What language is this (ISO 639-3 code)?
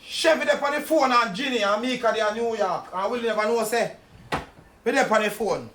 jam